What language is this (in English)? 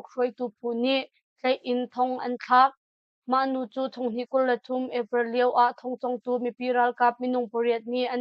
Hakha Chin